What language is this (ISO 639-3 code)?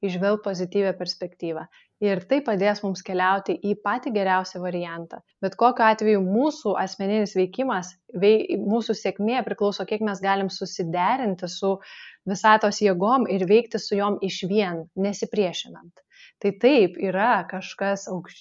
lit